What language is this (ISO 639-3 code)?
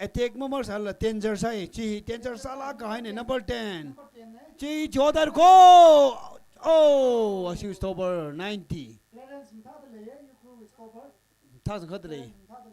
nmf